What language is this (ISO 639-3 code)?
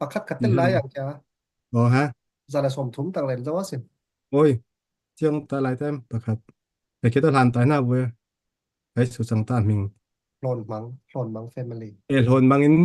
cfm